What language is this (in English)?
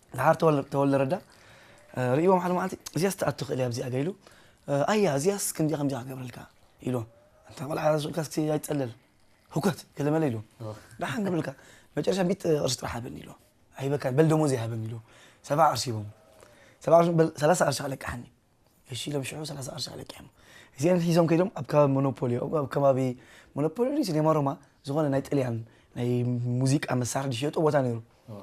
Tigrinya